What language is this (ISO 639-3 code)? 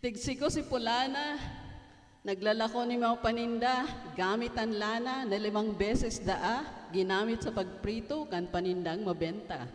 bik